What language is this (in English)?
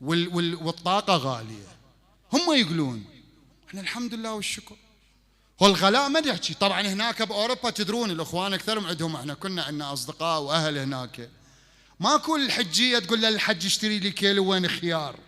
Mesopotamian Arabic